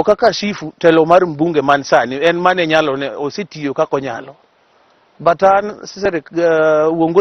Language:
Luo (Kenya and Tanzania)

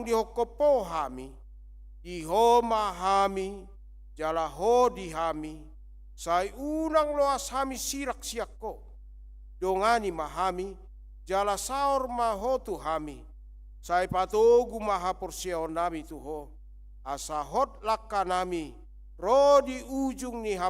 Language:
Batak Toba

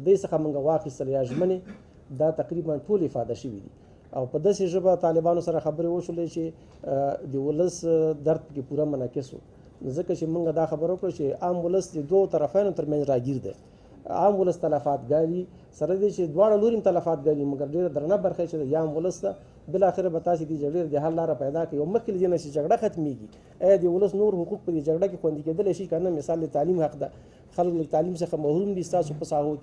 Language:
Pashto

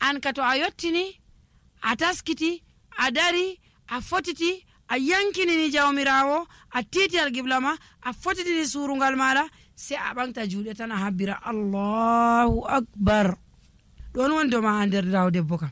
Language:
Nigerian Fulfulde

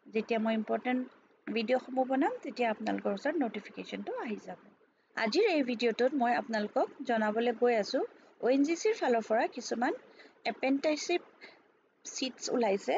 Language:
Assamese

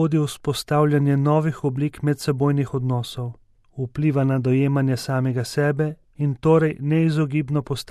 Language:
Slovenian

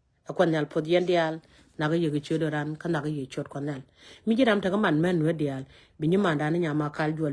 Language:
Nuer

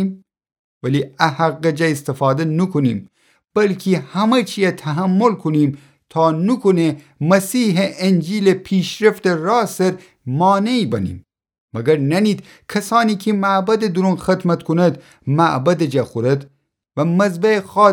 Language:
Gilaki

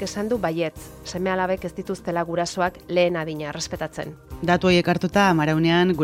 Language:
Basque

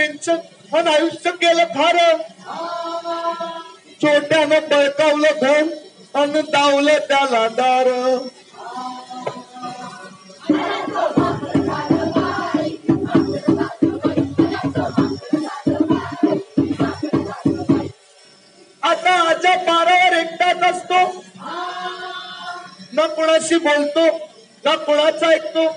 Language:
Marathi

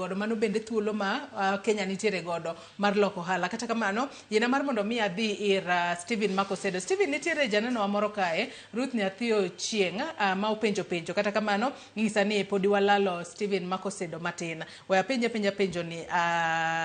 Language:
Luo (Kenya and Tanzania)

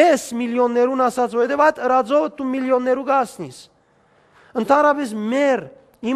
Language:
Western Armenian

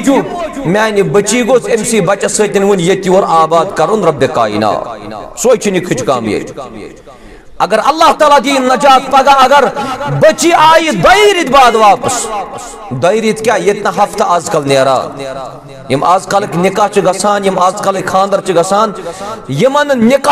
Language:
Kashmiri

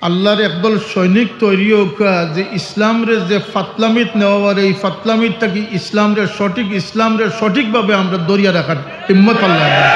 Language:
Sylheti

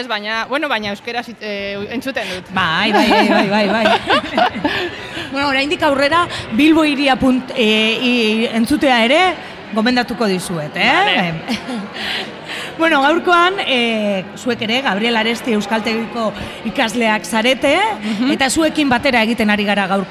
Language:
Basque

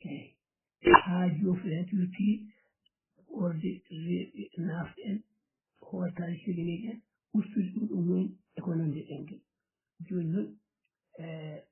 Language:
Fula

